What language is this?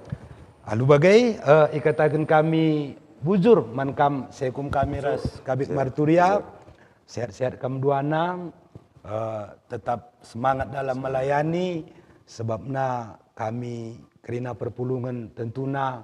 Batak Karo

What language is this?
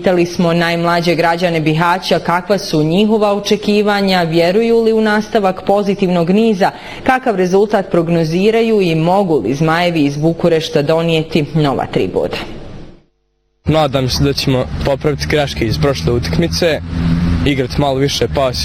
Bosnian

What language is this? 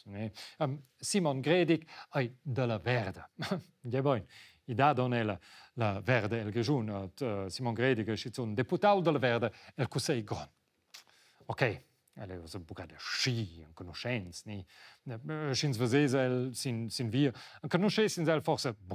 Romansh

